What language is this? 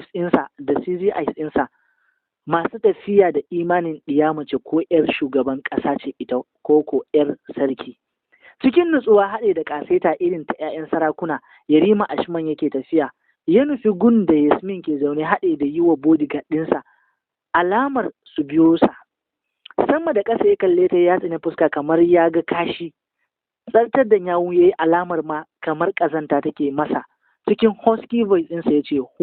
Hausa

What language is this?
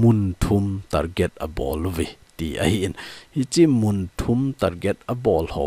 Thado Chin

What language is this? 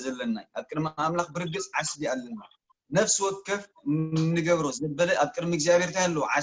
Tigrinya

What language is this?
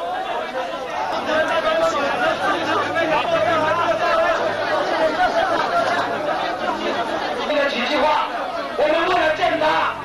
Chinese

